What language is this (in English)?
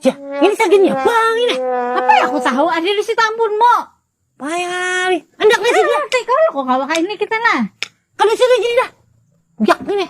Banjar